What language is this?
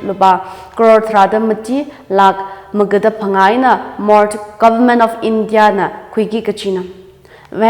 Tangkhul Naga (India)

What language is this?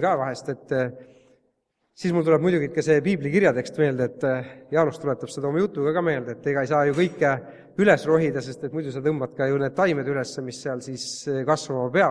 Estonian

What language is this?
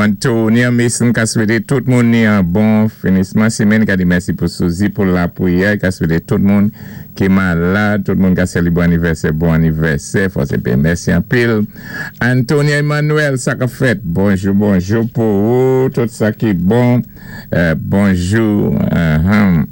Saint Lucian Creole French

